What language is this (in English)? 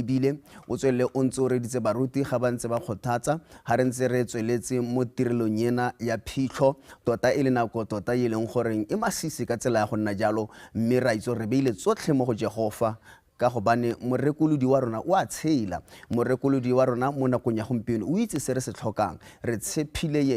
Tswana